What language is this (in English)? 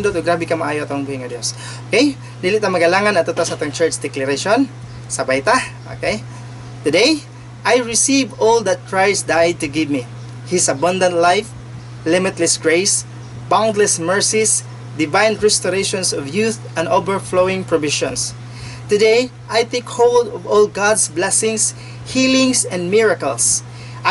Cebuano